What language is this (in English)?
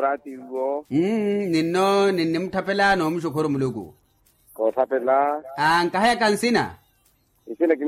Makhuwa